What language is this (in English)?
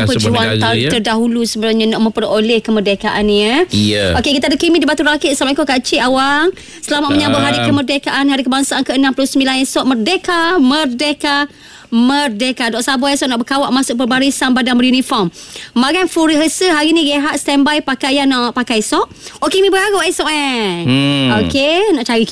Malay